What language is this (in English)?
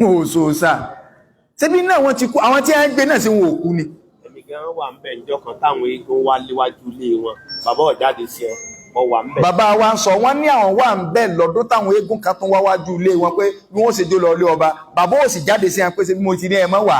Yoruba